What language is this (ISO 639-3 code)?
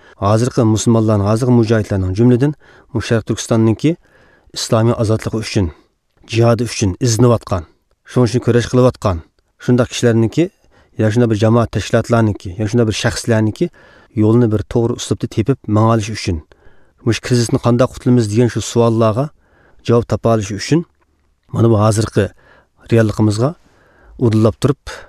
uig